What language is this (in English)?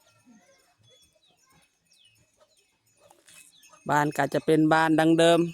Lao